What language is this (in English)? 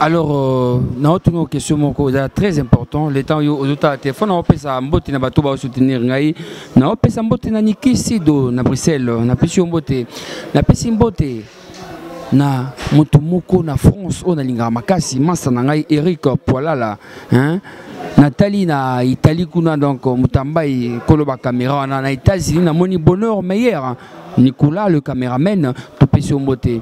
Lingala